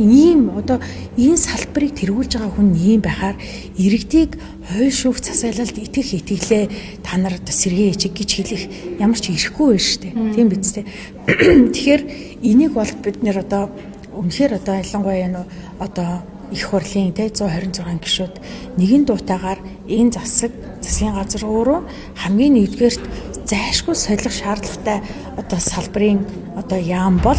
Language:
Mongolian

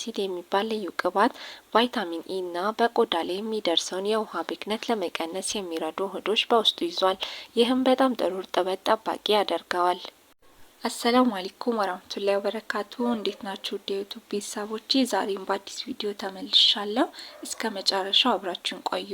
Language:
Amharic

